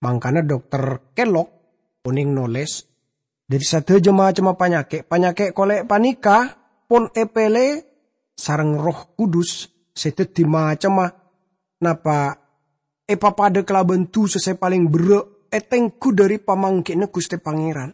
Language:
Madurese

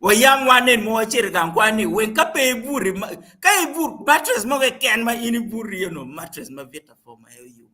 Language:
Acoli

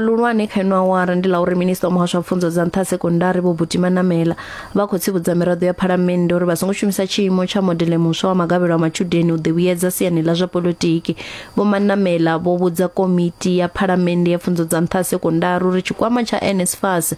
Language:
Venda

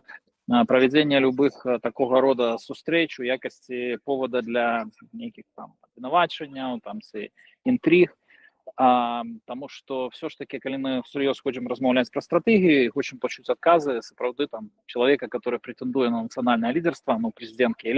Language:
Belarusian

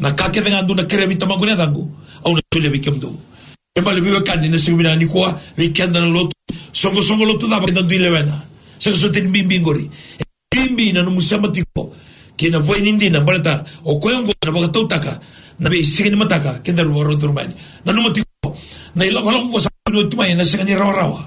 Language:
Fijian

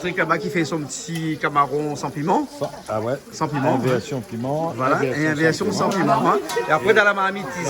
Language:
Réunion Creole French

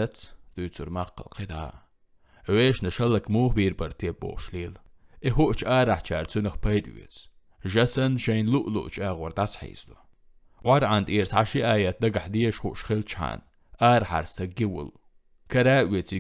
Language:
Chechen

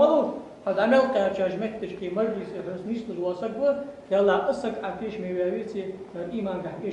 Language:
Ingush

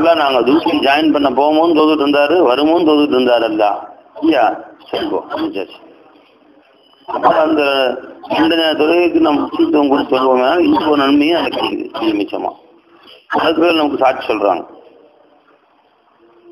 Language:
Tamil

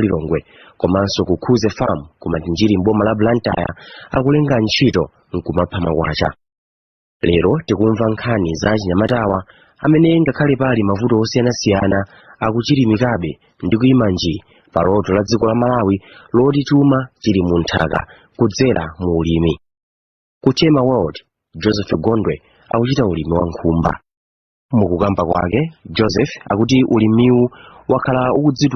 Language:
Nyanja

